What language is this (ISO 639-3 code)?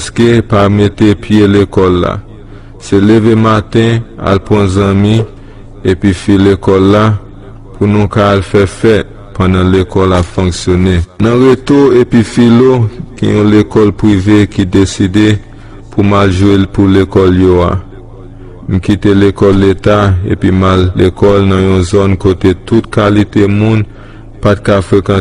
hat